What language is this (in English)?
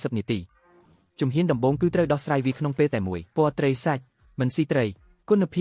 Khmer